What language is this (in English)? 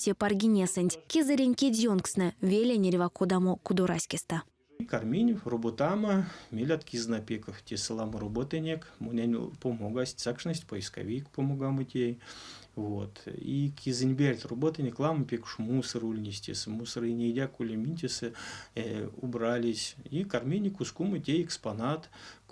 Erzya